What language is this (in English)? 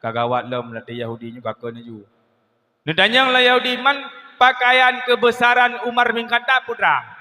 Achinese